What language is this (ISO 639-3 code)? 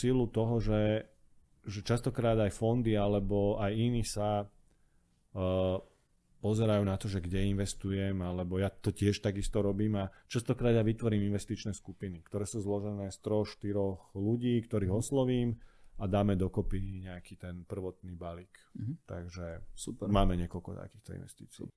slk